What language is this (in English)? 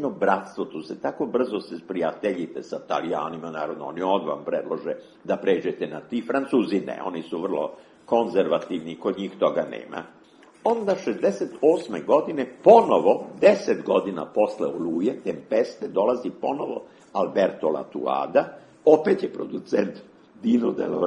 Serbian